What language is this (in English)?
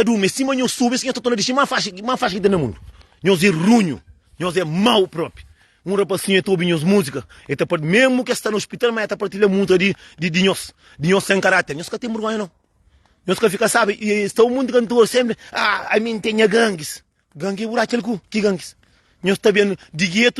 Kabuverdianu